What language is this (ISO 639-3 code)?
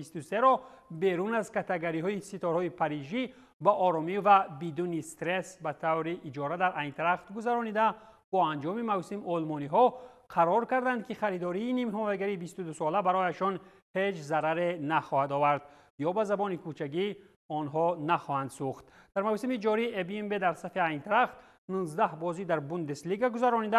tgk